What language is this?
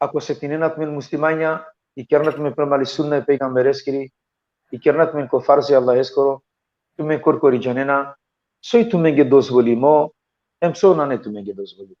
Balkan Romani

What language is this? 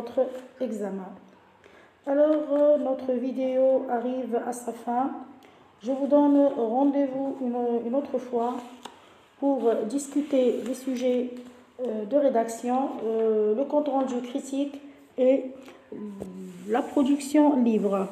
French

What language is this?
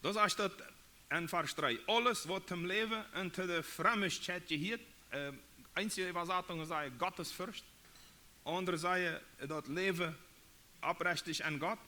Plautdietsch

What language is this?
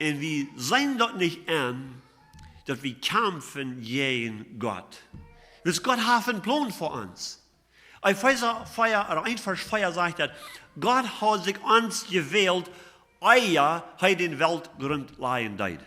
Plautdietsch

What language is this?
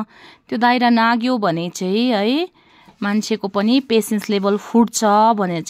Nepali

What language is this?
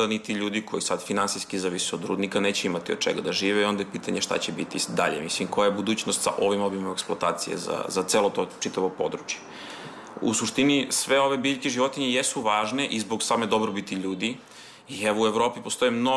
Serbian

